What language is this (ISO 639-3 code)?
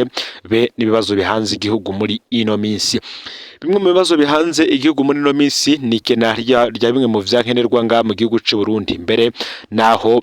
run